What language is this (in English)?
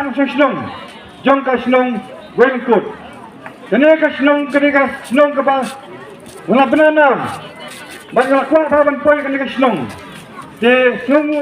Khasi